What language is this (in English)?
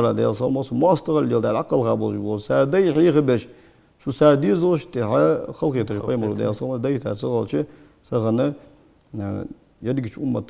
Ingush